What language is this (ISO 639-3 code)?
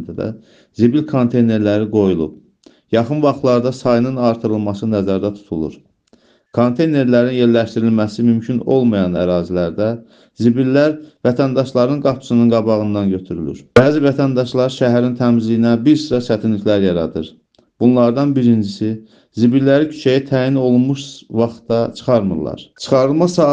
aze